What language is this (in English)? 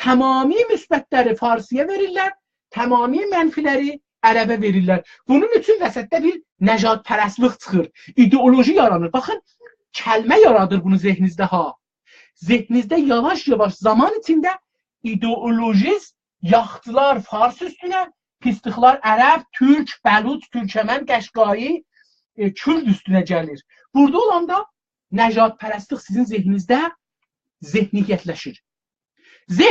South Azerbaijani